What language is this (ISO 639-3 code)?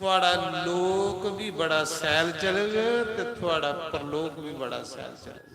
doi